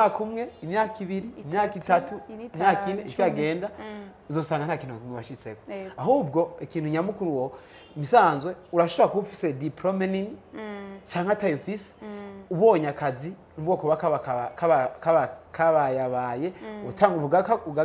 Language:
Rundi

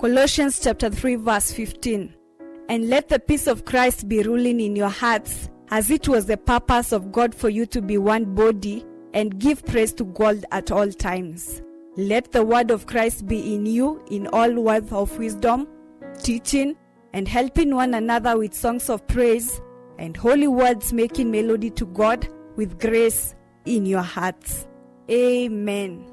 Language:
Kamba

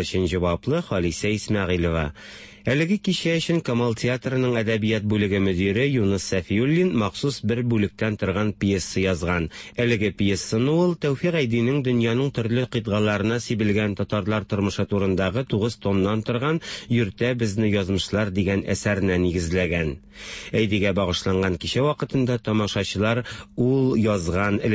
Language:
Tatar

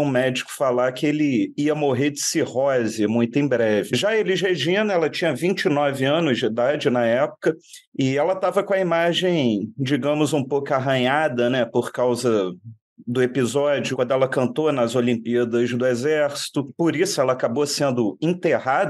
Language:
Portuguese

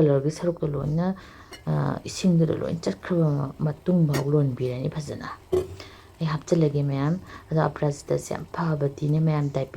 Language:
Manipuri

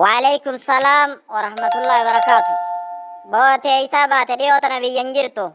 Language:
Oromo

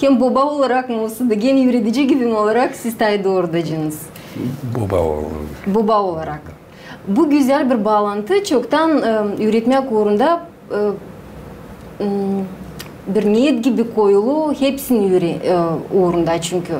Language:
Gagauz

